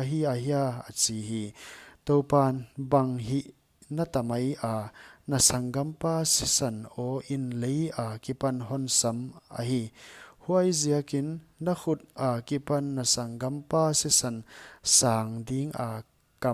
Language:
Paite Chin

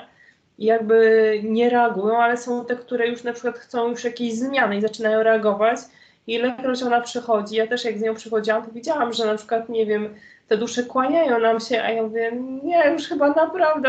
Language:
Polish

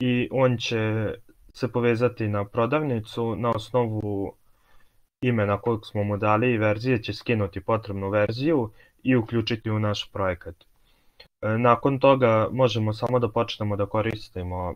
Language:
Serbian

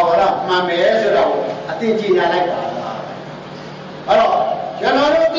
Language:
Burmese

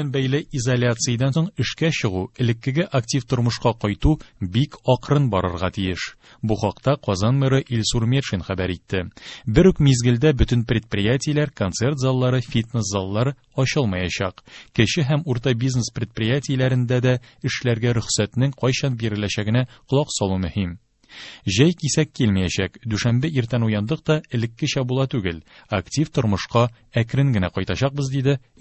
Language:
Tatar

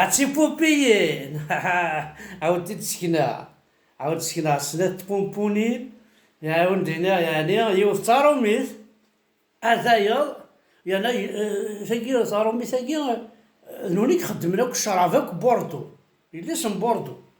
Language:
Kabyle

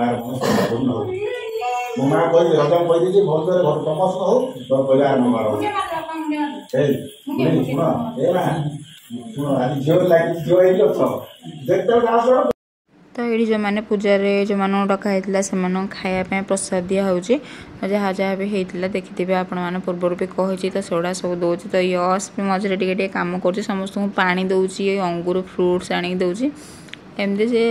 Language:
Odia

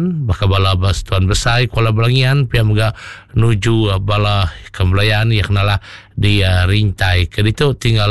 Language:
Iban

